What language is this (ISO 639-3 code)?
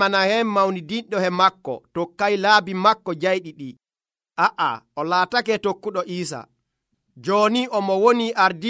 fuv